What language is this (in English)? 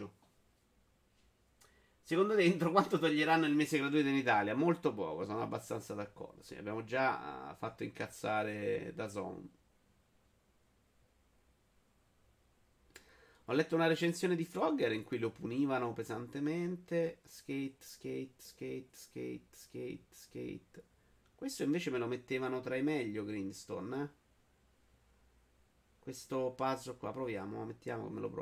Italian